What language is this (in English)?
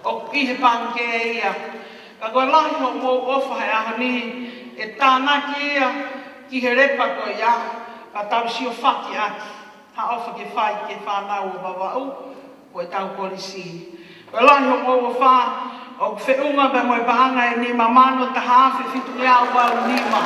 Tongan